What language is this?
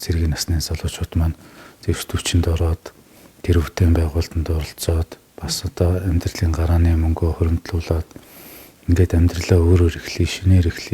Mongolian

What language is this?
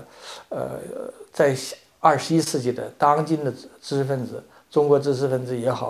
Chinese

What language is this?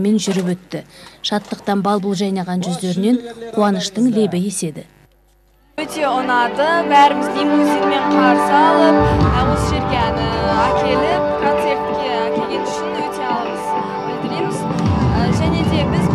Kazakh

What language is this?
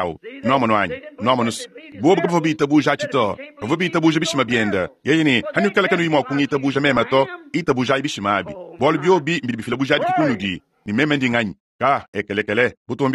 Luba-Lulua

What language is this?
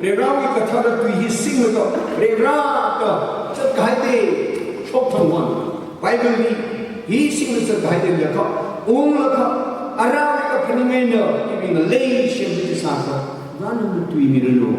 Tangkhul Naga (India)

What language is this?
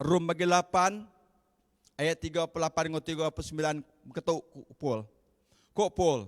Iban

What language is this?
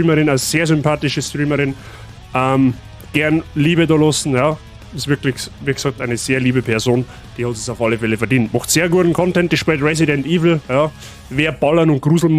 Bavarian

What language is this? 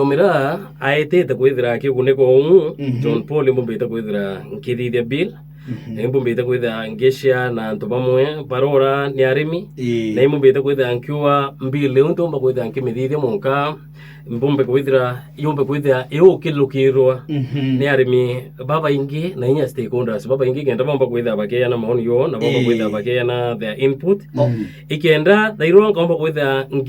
Meru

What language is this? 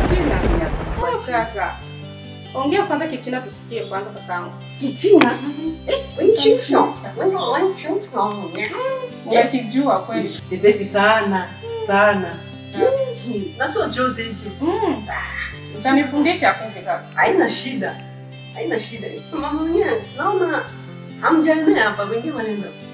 Swahili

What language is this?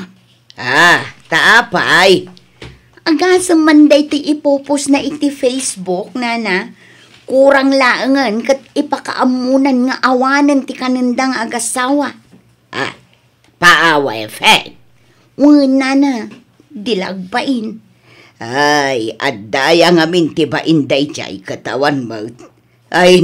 Iloko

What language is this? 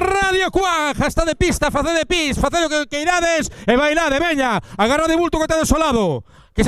Galician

